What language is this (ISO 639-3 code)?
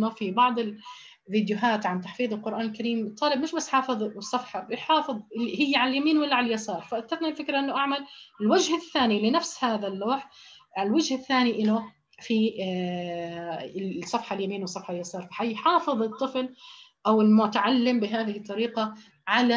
ara